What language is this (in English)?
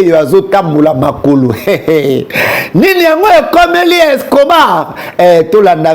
Lingala